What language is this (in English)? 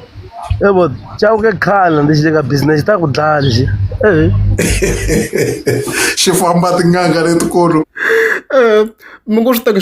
Tsonga